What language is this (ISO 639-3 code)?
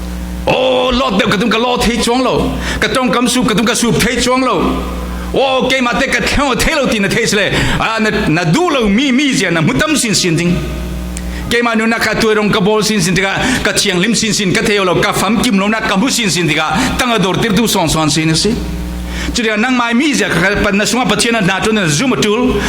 cfm